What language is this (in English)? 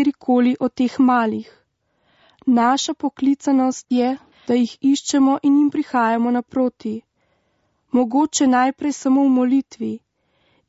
Slovenian